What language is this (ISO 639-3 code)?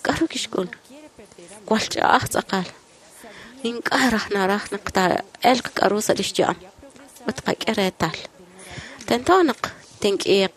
kek